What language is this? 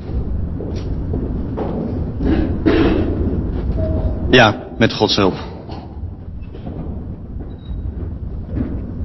Dutch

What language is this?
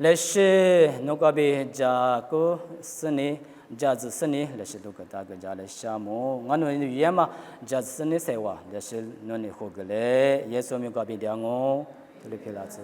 Lisu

